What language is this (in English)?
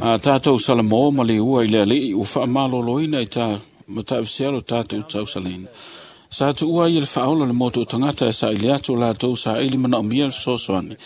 Samoan